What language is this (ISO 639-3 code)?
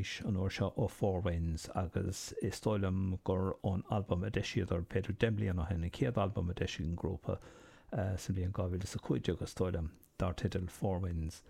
gle